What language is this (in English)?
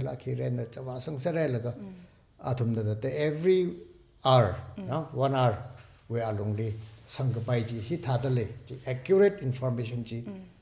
Tangkhul Naga (India)